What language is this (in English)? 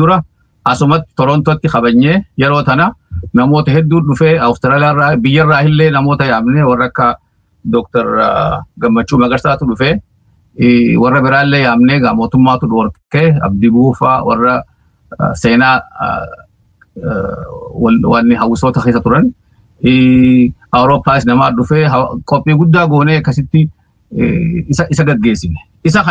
Oromo